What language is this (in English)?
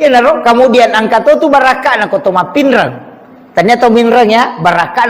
Buginese